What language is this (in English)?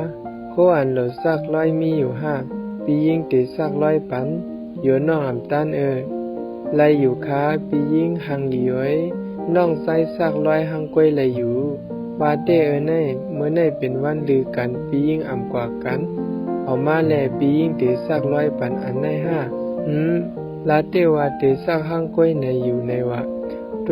Shan